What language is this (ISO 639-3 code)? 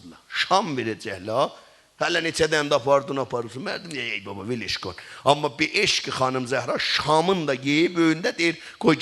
azb